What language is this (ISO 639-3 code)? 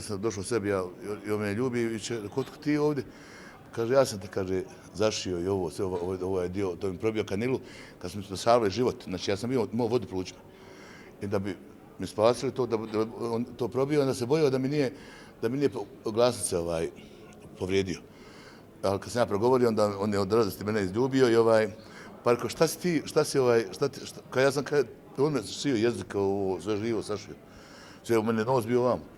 bos